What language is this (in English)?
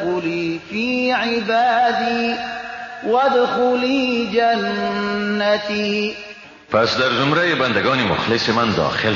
Persian